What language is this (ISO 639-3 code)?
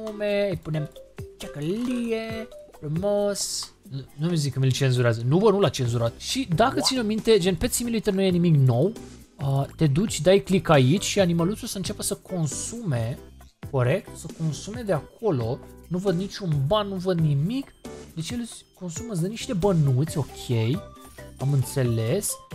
ron